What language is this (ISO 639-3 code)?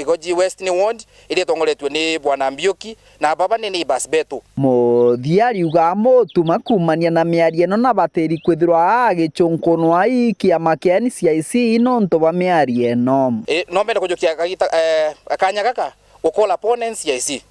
mer